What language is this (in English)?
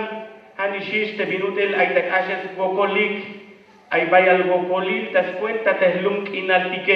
Tzeltal